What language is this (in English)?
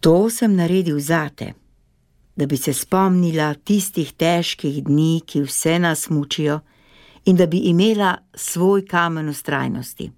Slovenian